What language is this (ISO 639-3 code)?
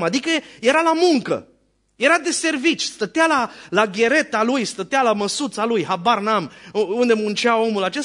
ron